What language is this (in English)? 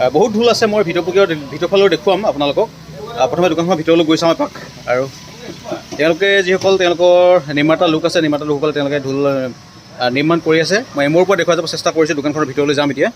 Assamese